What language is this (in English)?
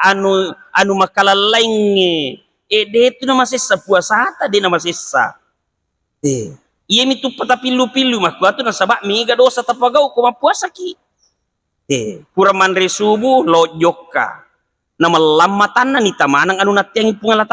Buginese